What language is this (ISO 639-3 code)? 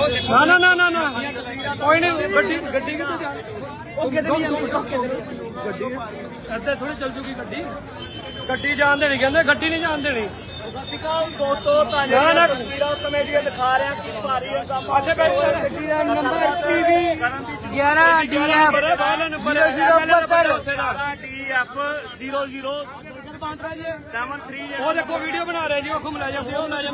pan